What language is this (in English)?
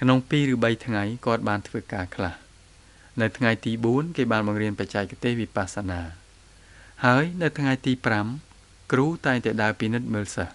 Khmer